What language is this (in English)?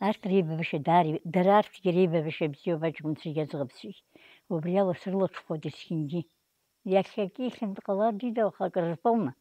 Abkhazian